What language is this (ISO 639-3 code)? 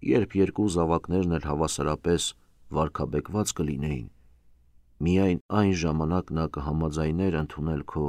hye